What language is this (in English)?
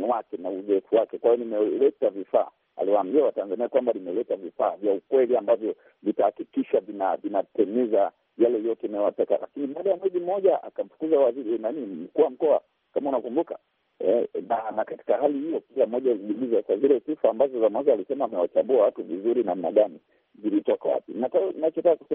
Swahili